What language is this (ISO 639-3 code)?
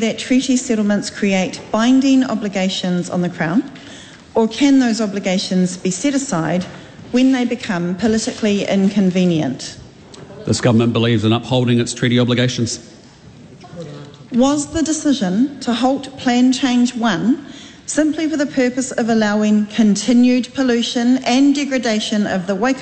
eng